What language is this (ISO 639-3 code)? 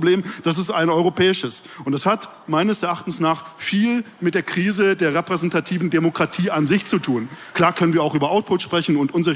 deu